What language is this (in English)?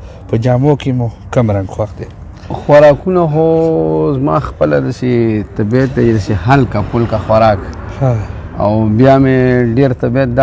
Pashto